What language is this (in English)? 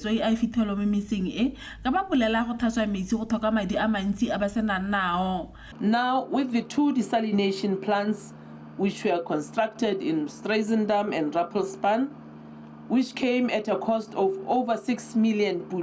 Tswana